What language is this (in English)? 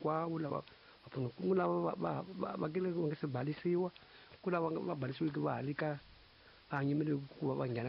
Tsonga